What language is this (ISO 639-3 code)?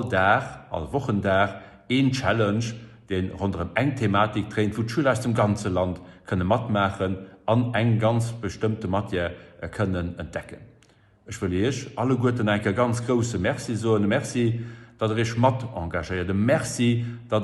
ltz